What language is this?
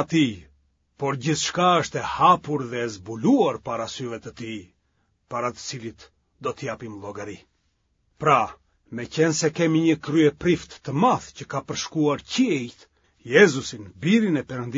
Albanian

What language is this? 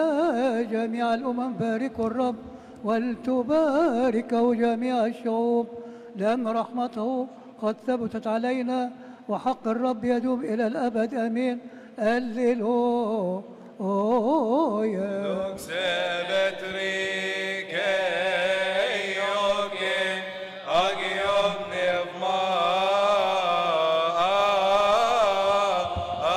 Arabic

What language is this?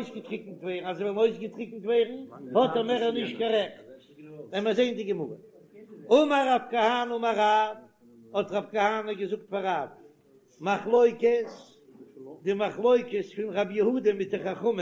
Yiddish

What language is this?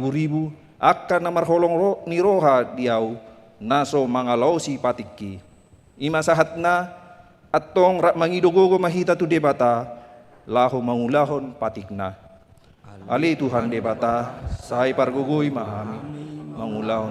Batak Toba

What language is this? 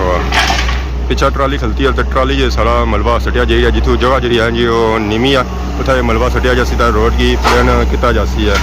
Pahari-Potwari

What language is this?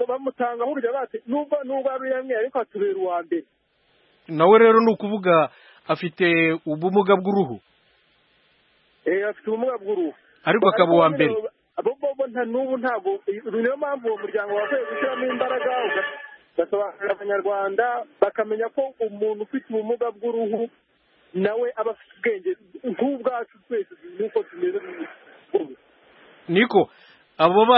Kinyarwanda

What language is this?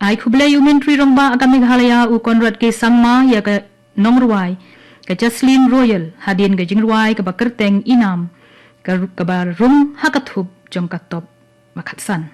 Khasi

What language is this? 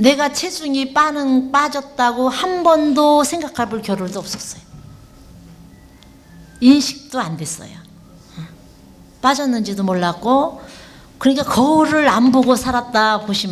Korean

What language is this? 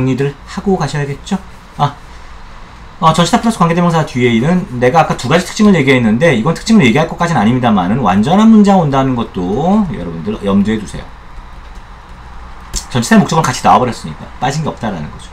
Korean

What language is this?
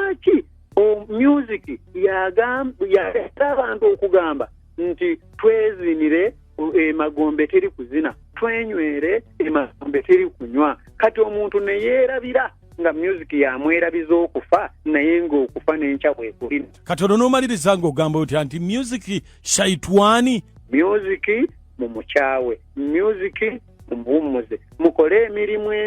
Ganda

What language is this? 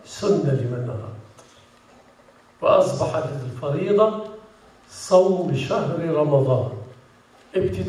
Arabic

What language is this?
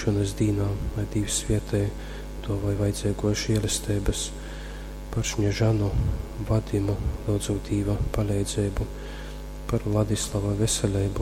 Latgalian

